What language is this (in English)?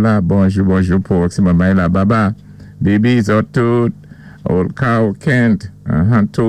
Saint Lucian Creole French